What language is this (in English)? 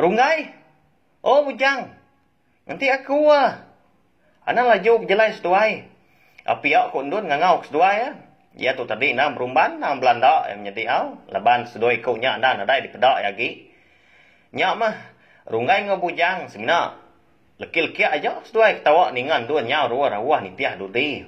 Iban